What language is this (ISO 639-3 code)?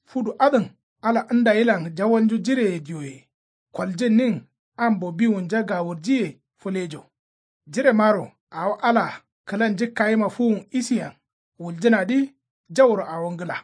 kau